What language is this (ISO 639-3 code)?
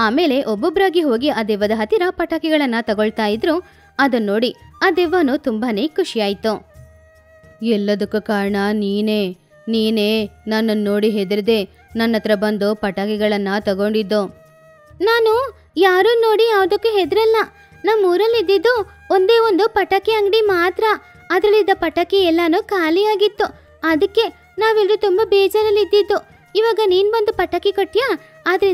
kan